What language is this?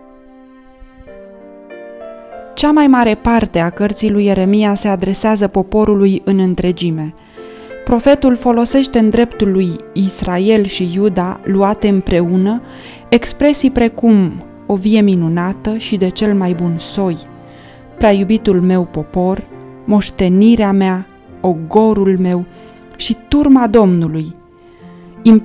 Romanian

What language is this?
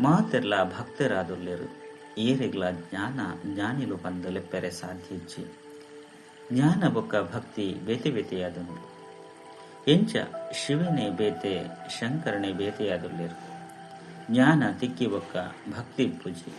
Tulu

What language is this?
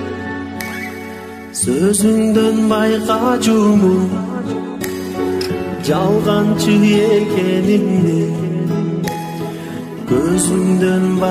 Kyrgyz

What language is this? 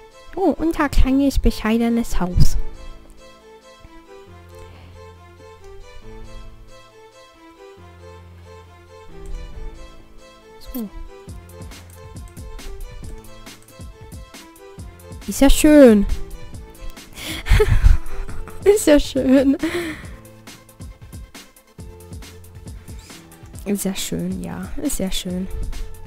German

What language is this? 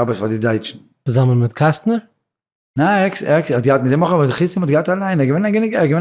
Yiddish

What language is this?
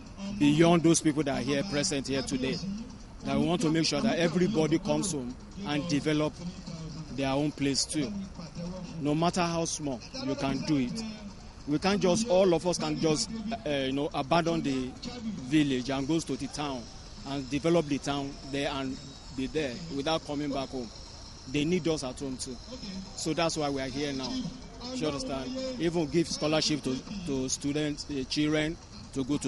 English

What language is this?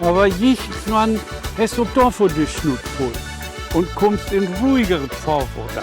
Low German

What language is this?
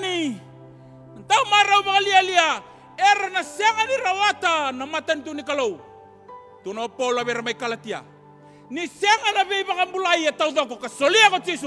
Fijian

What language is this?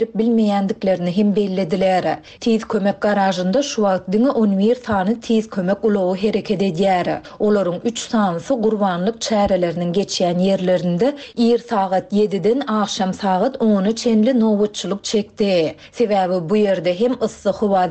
Turkmen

